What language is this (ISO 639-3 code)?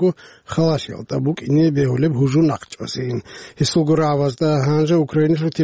ava